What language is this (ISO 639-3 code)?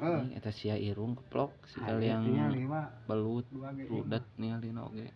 sun